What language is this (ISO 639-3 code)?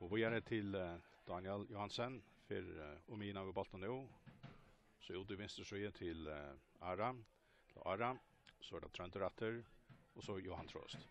fao